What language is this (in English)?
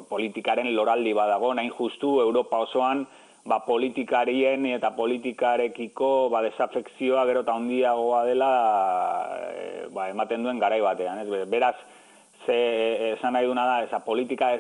Basque